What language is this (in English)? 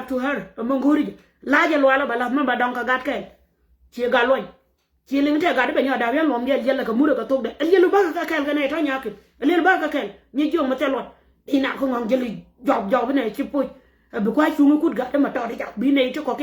Nuer